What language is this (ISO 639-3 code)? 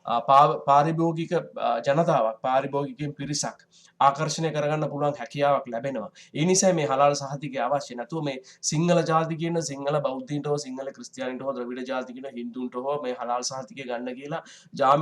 sin